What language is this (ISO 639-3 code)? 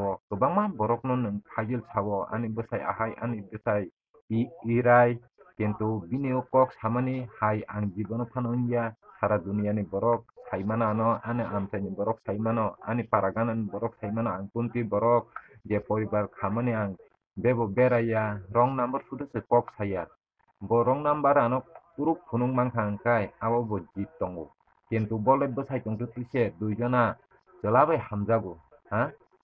trp